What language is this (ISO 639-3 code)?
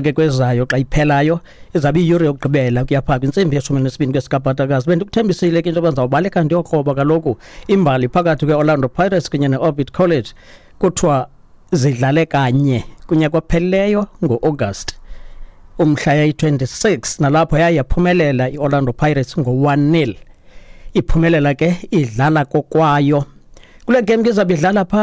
xho